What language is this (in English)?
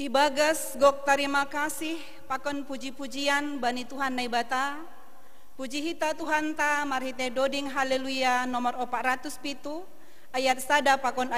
Batak Simalungun